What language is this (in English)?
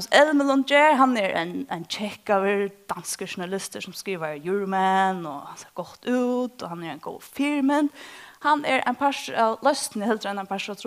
Faroese